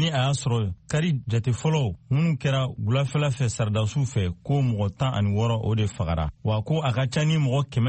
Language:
Bambara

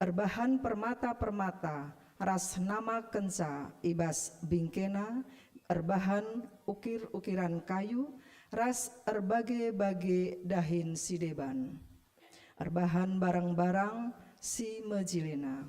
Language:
Batak Karo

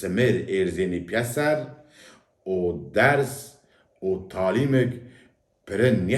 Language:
Zaza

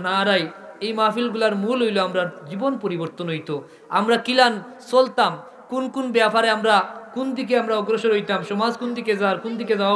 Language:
Sylheti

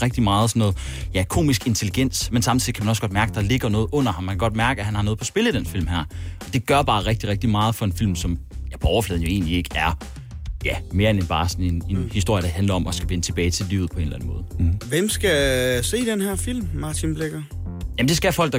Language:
Danish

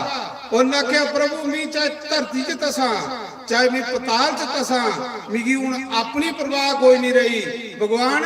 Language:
Dogri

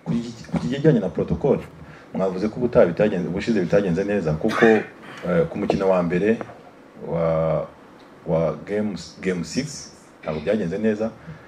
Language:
Kinyarwanda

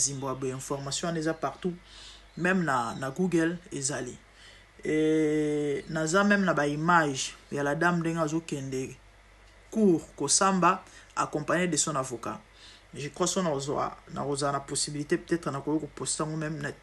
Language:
Lingala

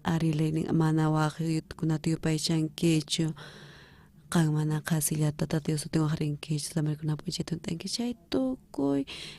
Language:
South Bolivian Quechua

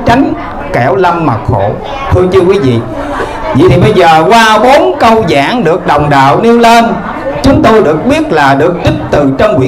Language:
Vietnamese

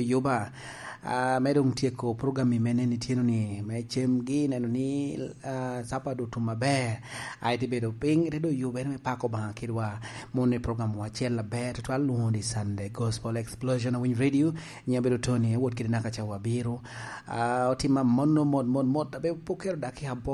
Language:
Lango (Uganda)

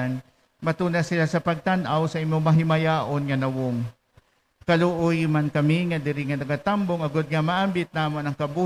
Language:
Hiligaynon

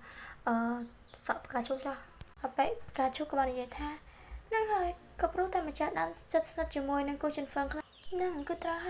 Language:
Khmer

